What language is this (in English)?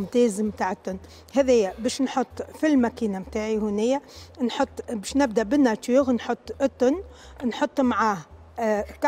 Tunisian Arabic